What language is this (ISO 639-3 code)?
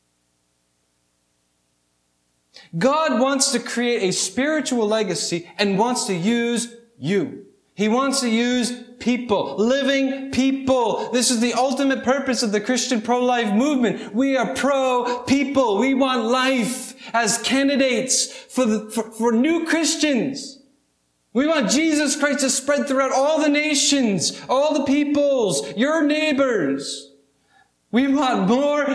eng